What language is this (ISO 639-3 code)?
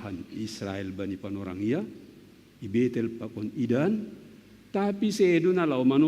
bts